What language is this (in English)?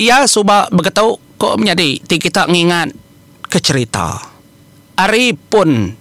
Iban